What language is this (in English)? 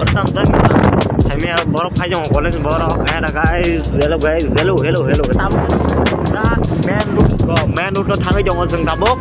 Kok Borok